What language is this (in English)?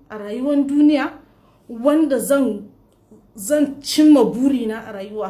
Hausa